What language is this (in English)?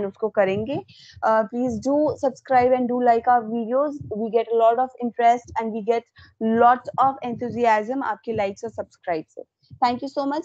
Hindi